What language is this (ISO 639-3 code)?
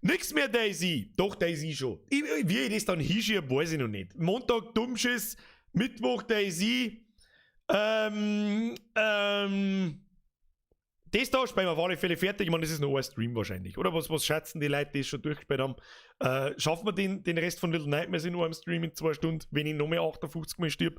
bar